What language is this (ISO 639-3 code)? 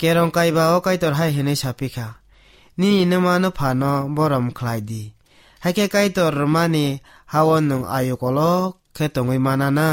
trp